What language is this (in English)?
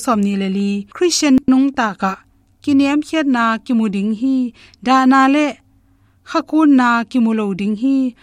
Tedim Chin